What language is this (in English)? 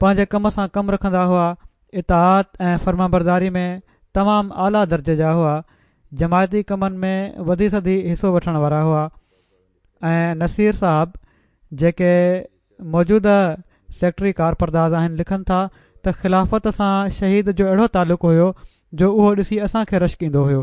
Sindhi